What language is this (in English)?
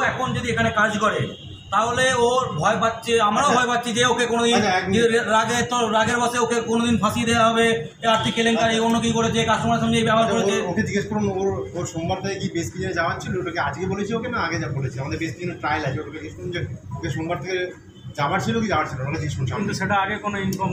Bangla